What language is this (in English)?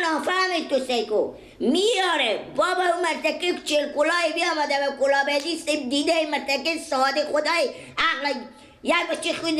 Persian